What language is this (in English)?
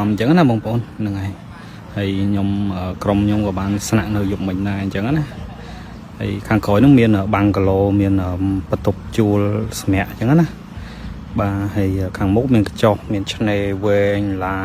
Khmer